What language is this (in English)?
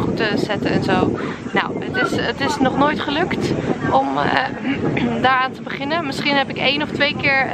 Dutch